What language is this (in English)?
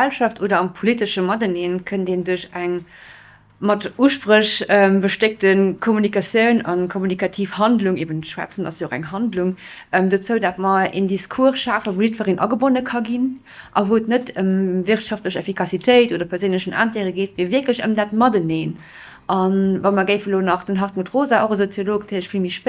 Luxembourgish